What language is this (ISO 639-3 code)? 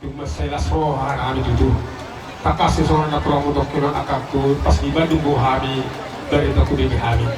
bbc